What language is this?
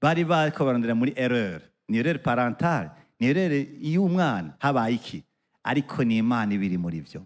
Rundi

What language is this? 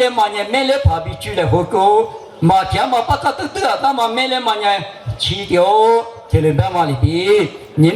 Lisu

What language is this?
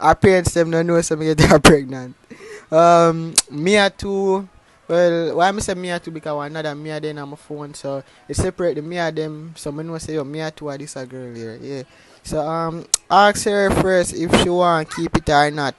Jamaican Creole English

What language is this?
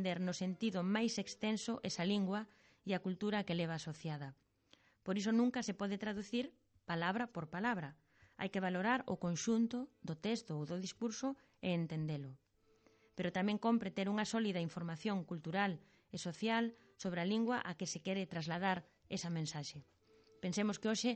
Galician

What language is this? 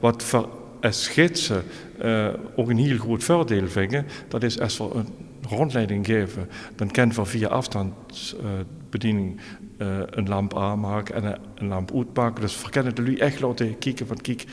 Limburgish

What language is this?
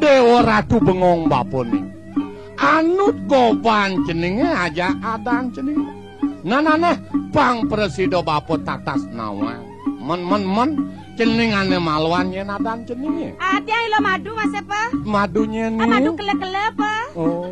Balinese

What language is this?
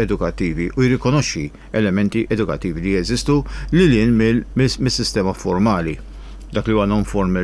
Maltese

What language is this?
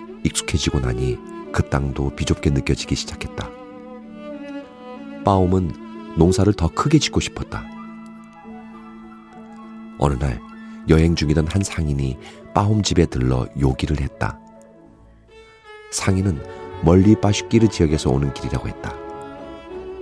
Korean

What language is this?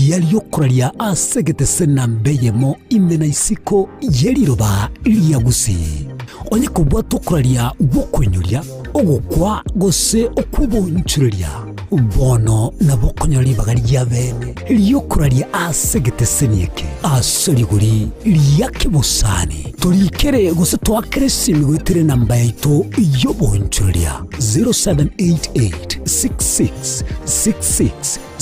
Gusii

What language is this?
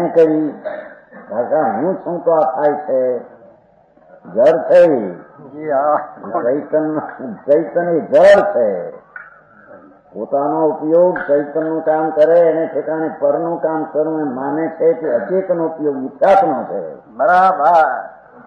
Gujarati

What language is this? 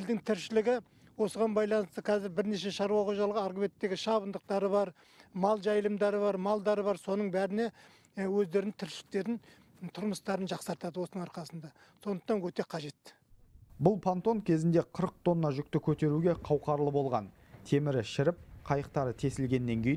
Kazakh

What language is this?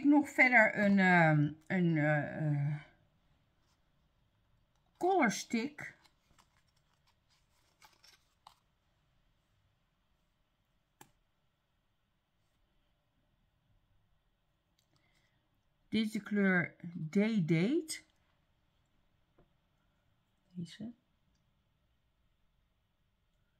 Dutch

